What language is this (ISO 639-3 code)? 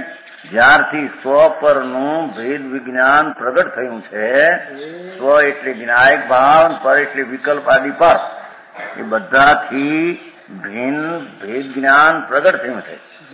guj